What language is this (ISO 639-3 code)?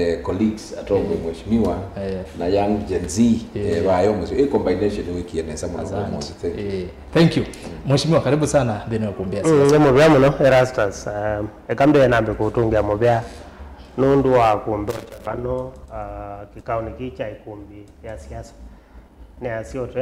kam